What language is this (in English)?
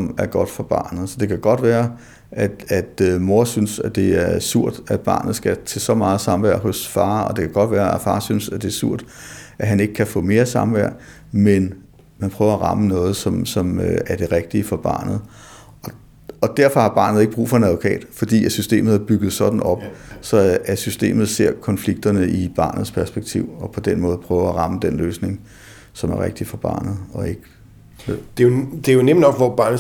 Danish